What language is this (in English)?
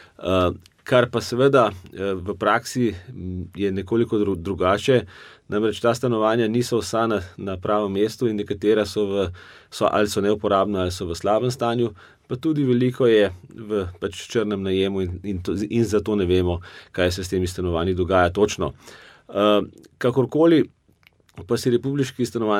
Slovenian